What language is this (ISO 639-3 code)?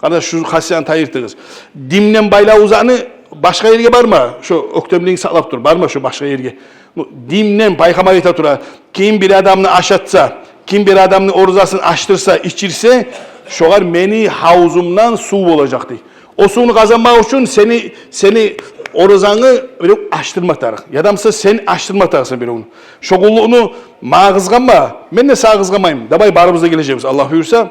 kum